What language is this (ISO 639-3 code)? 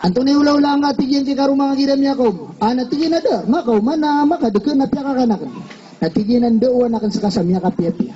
mrw